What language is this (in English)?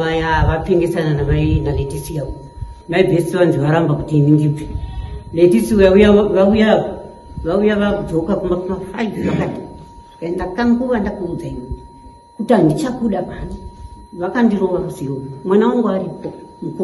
Shona